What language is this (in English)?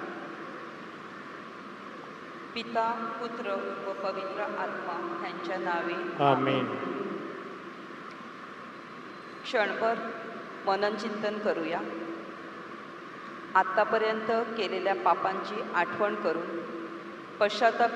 Marathi